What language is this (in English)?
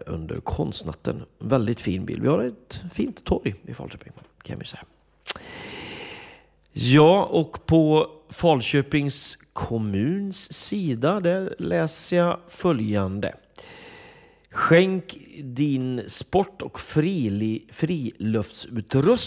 Swedish